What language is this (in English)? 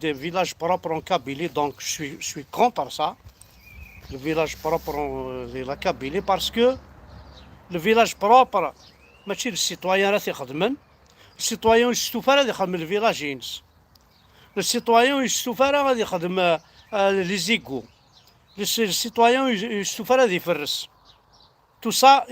Kabyle